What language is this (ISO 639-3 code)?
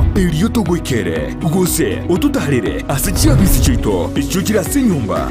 guz